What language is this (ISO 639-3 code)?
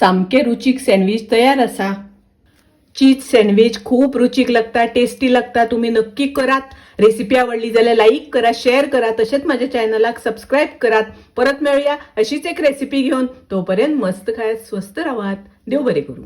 kok